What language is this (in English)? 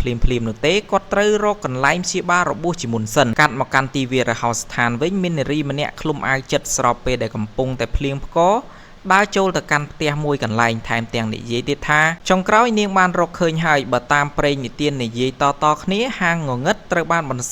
Khmer